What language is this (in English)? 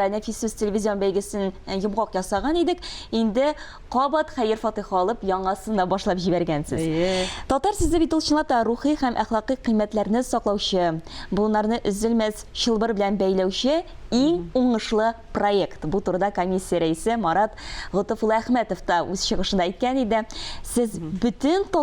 Tatar